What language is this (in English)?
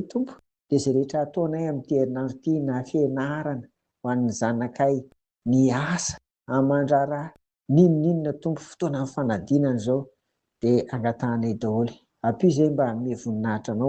Malagasy